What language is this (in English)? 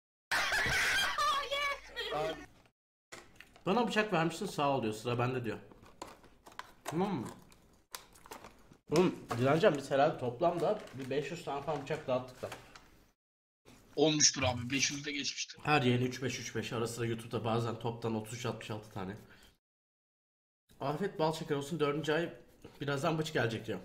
Turkish